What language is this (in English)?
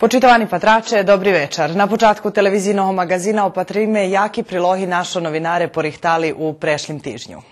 Rusyn